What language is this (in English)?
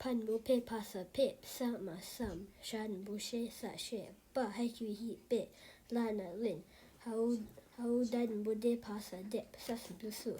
Tibetan